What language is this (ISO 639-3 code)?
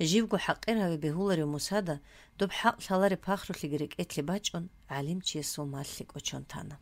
ava